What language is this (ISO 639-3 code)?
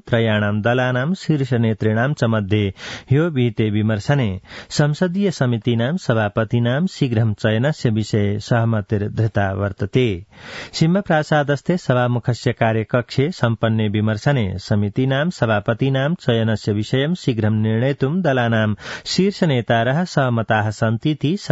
san